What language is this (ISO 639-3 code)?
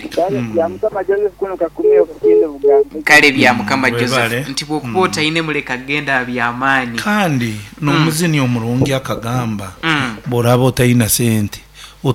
nyo